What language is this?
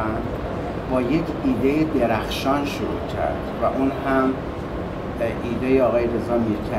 Persian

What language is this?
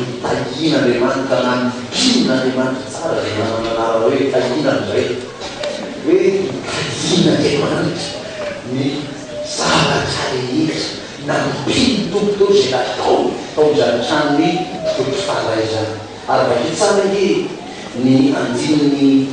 Malagasy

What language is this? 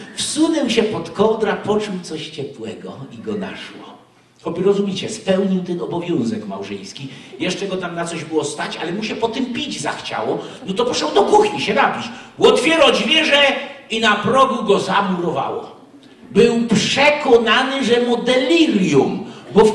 Silesian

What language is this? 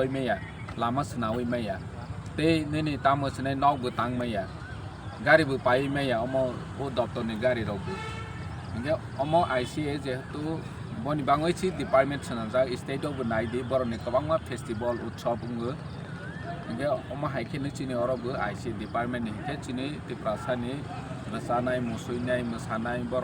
Kok Borok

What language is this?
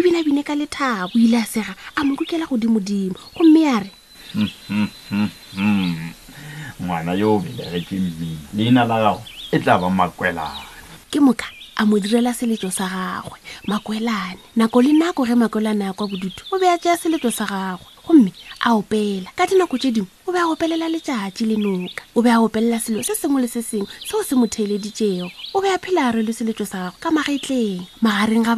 Northern Sotho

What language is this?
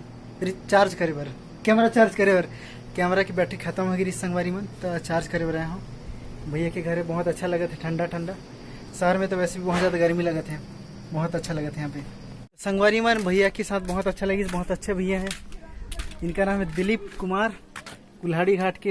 Chhattisgarhi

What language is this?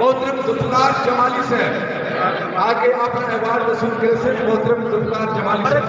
Saraiki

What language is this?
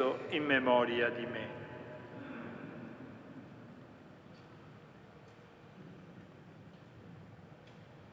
Italian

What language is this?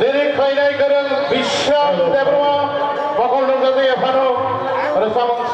Kok Borok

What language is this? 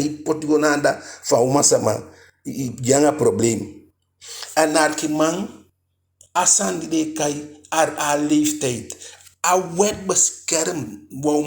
Eastern Maroon Creole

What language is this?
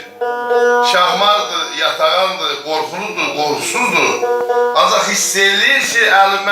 South Azerbaijani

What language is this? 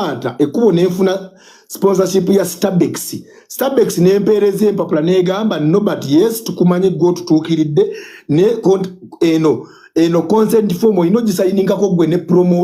Ganda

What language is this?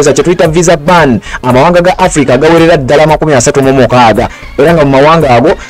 Ganda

